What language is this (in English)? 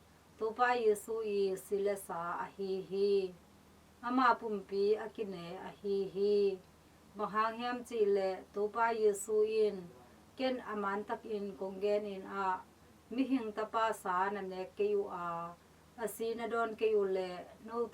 Tedim Chin